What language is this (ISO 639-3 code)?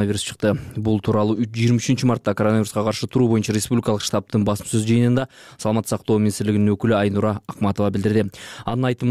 kir